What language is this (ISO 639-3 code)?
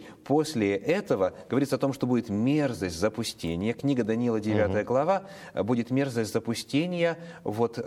rus